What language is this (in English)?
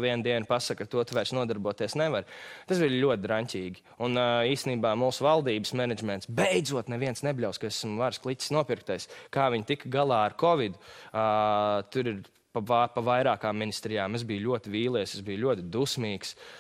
Latvian